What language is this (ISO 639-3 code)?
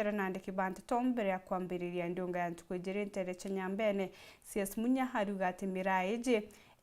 mer